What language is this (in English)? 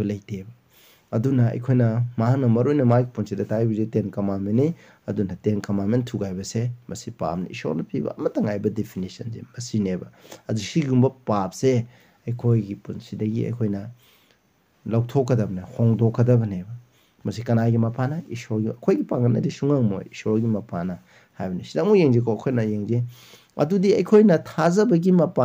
Manipuri